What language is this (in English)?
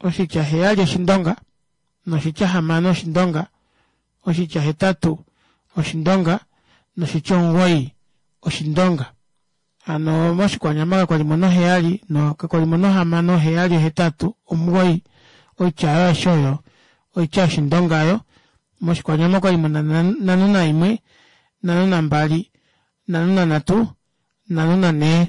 Kuanyama